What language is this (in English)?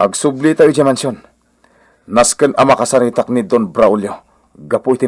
Iloko